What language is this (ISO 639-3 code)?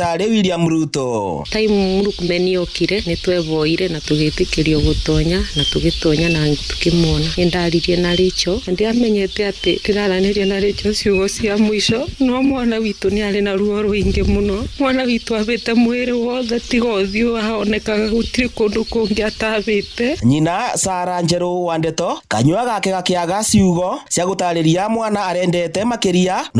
kik